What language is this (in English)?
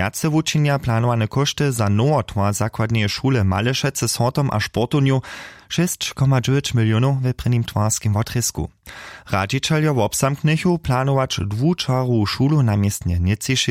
Upper Sorbian